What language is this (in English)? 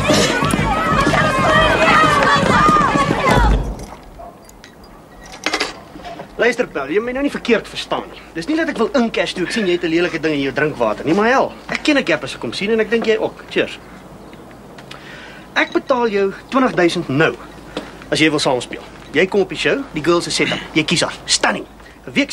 Afrikaans